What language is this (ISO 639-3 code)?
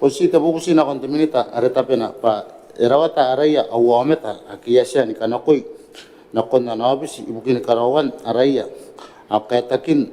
gil